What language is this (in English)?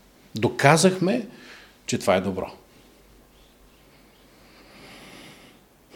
Bulgarian